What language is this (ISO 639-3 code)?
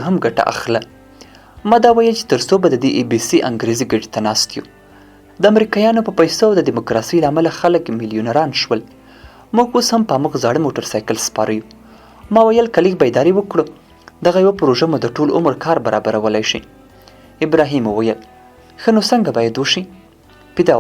pus